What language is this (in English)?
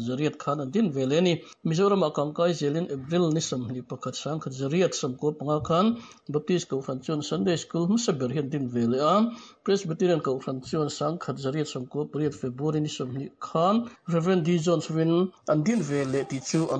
Mizo